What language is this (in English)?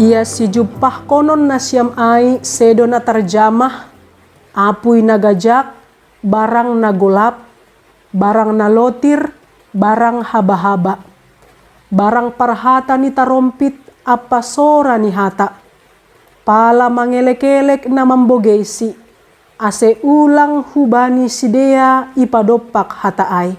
Batak Simalungun